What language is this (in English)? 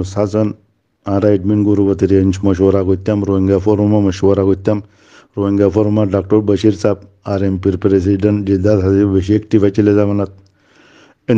Rohingya